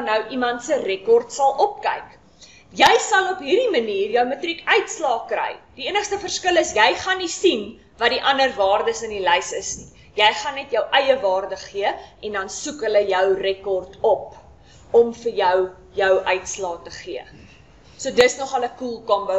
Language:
Afrikaans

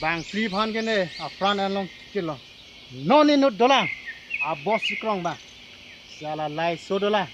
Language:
Karbi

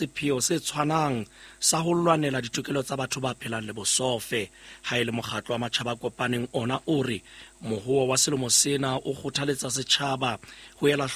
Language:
Southern Sotho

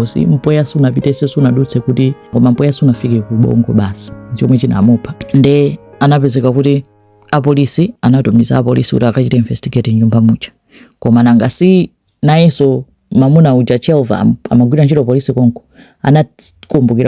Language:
Nyanja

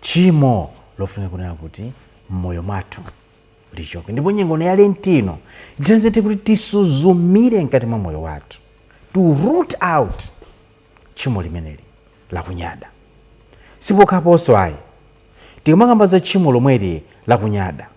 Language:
Nyanja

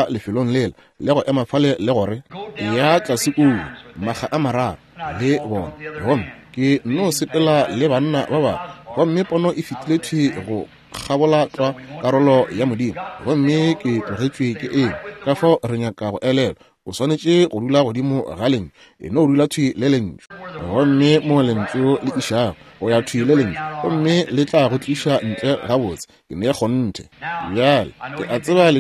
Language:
Northern Sotho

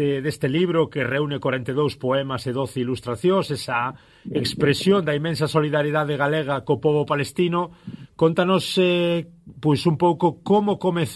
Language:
Galician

